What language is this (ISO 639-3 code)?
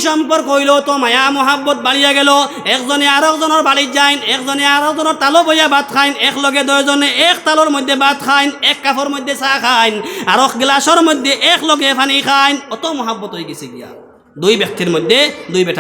syl